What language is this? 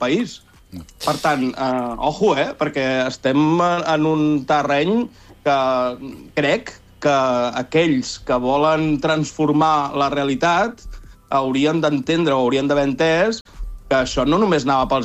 Catalan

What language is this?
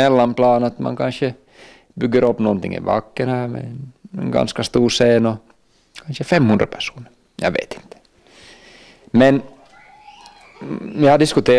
Swedish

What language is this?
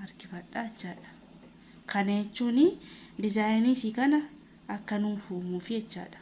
Oromo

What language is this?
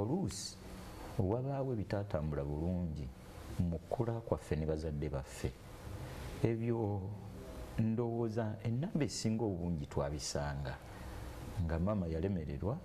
Ganda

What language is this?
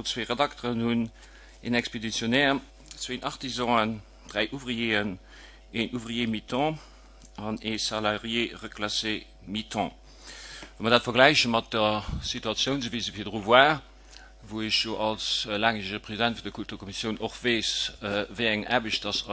Luxembourgish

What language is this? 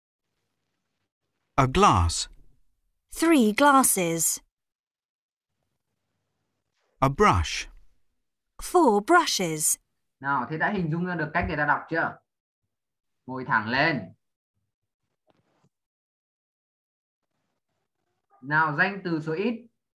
Vietnamese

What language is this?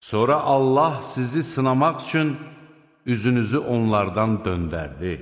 Azerbaijani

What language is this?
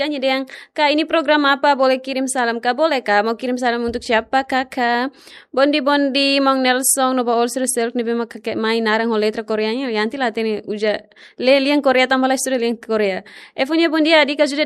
Tetum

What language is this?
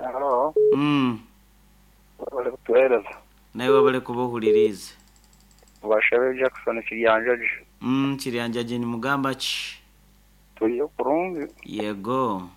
Nyoro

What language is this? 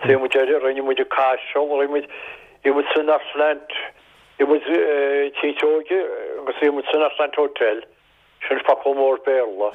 Irish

